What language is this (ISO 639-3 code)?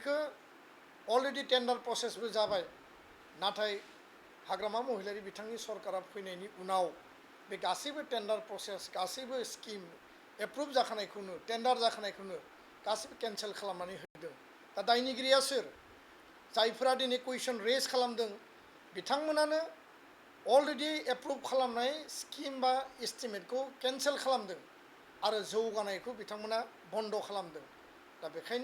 brx